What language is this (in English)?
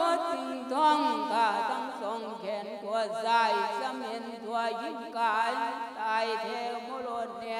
Lao